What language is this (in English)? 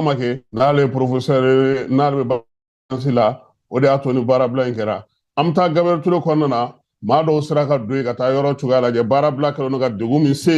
Bambara